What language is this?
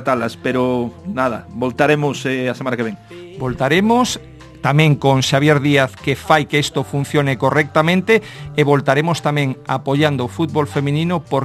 Galician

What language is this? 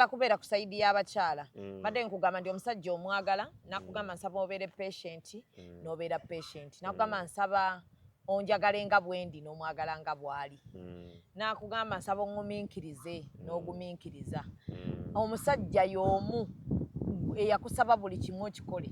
Ganda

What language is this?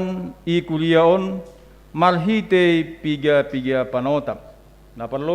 Batak Simalungun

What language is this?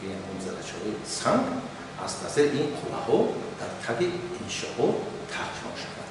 Tajik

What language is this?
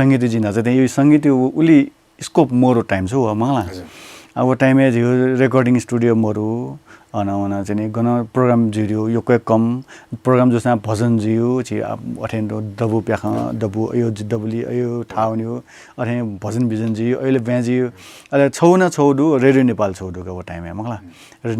Newari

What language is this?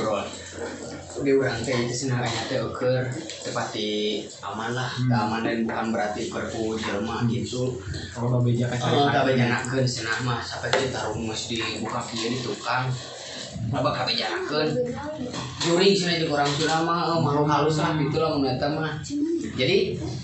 Sundanese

